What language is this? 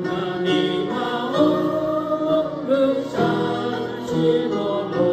Lahu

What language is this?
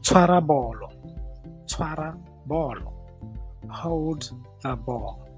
Tswana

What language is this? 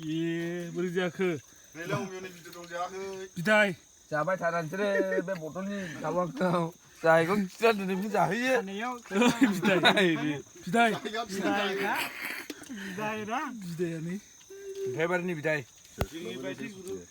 Bodo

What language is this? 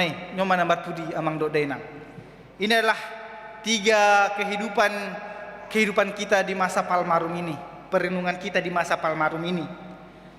Batak Toba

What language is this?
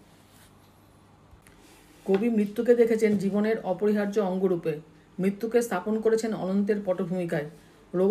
Bangla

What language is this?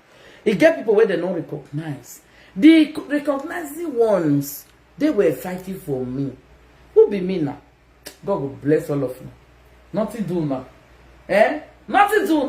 Nigerian Pidgin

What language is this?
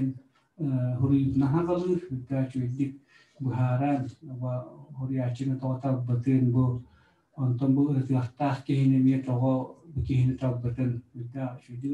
Yakut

